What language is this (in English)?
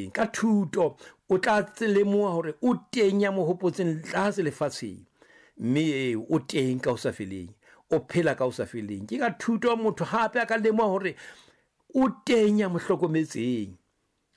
Southern Sotho